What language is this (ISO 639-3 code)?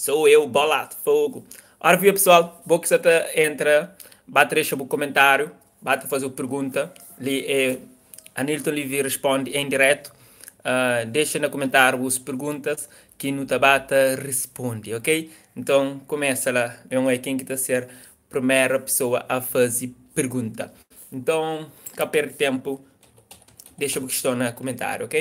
kea